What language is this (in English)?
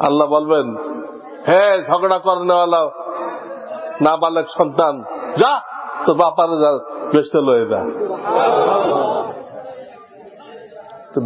Bangla